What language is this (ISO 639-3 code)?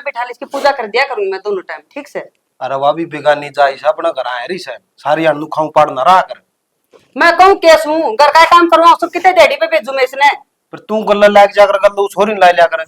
bgc